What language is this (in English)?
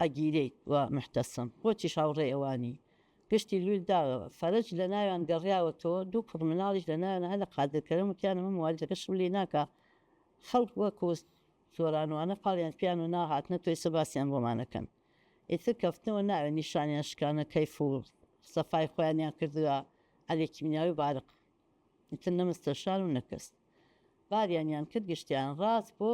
Central Kurdish